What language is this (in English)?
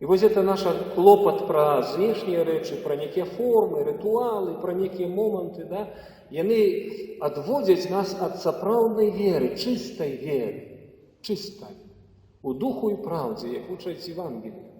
Belarusian